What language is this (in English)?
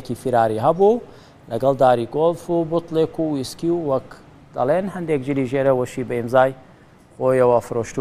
Central Kurdish